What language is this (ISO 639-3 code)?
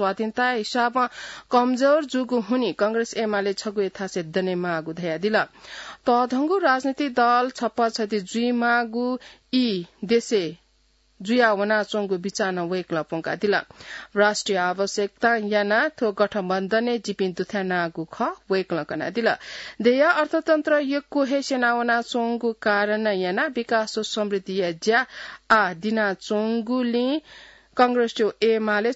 new